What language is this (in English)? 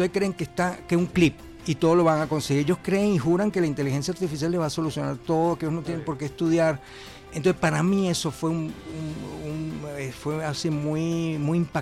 Spanish